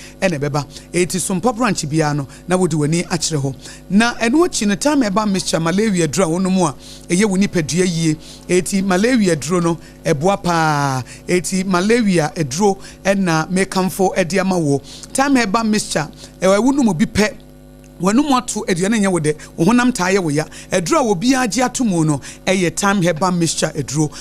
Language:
Akan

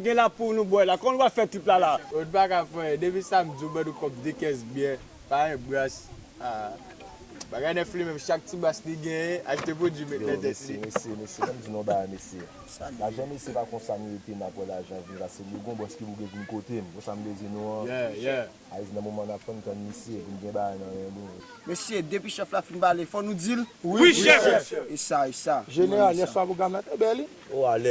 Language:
Haitian Creole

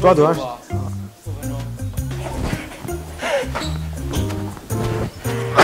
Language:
Chinese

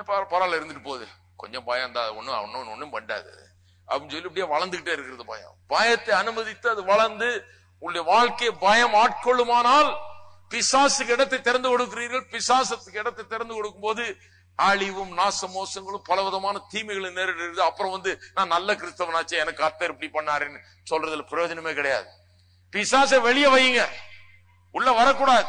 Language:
Tamil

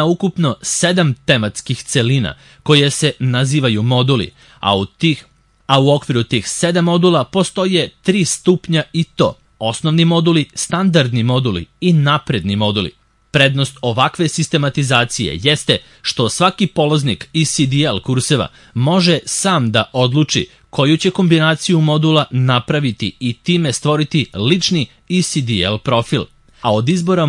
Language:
Serbian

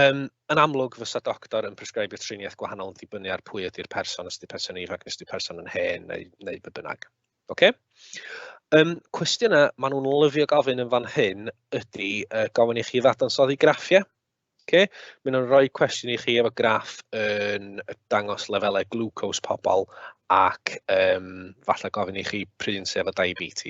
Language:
Welsh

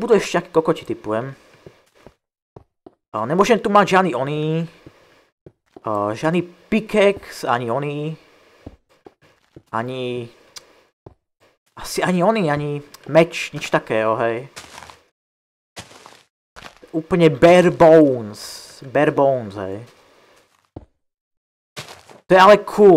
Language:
Slovak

